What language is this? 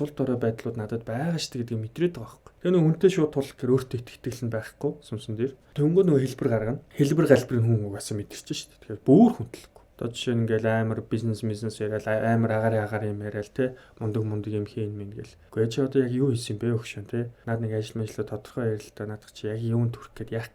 Mongolian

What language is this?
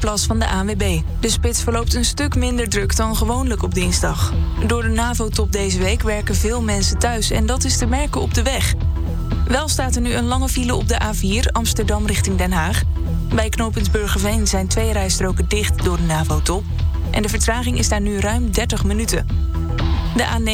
Dutch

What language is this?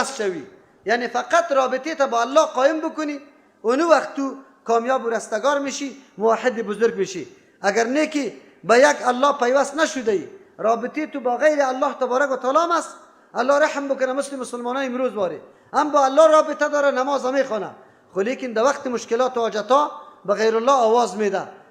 Persian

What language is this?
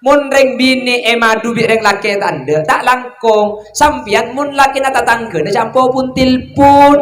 Madurese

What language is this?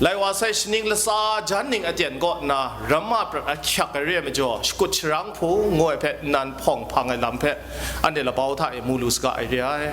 Kachin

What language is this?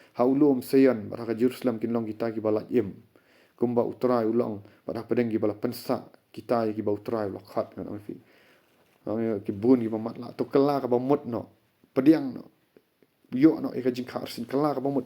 Khasi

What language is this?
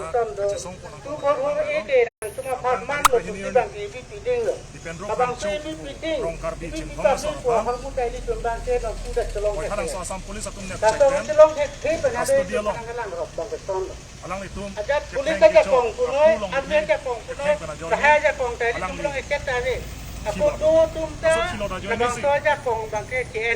Karbi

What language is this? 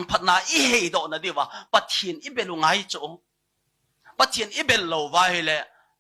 Thado Chin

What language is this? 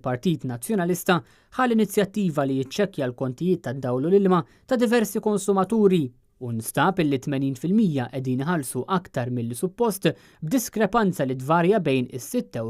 Maltese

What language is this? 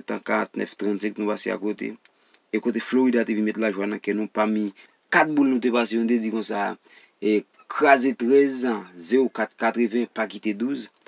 Haitian Creole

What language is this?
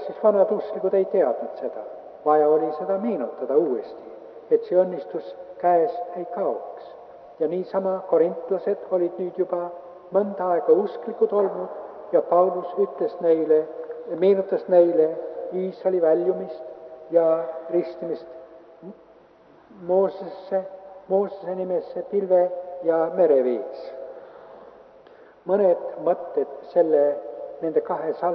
Estonian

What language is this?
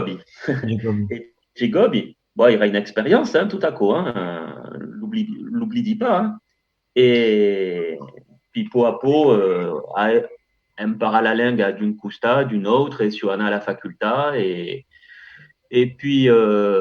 Occitan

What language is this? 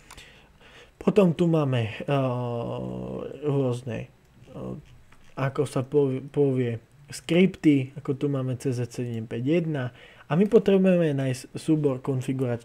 Slovak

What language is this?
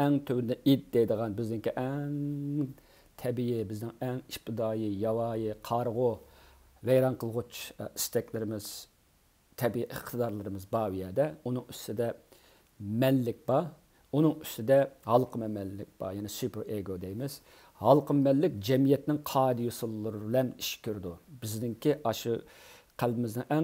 Uyghur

